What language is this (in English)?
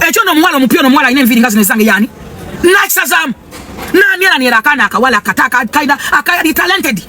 Ganda